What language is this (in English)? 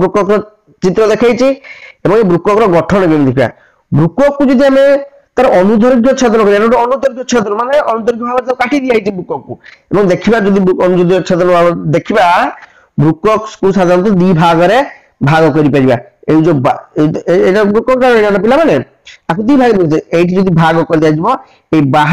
Odia